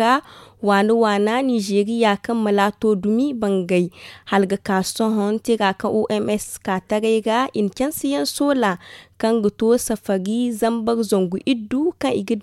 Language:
Zarma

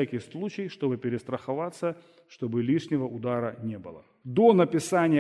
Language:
Russian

